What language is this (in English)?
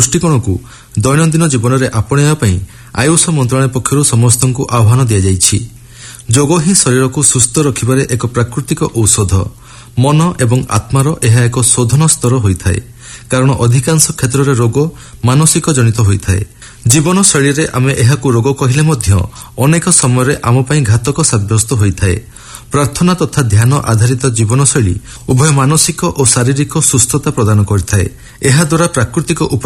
Odia